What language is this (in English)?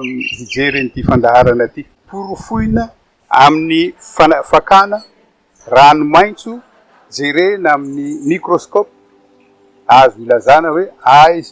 Malagasy